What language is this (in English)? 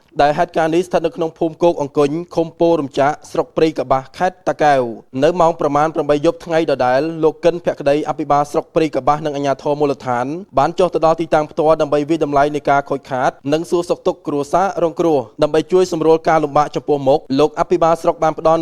Khmer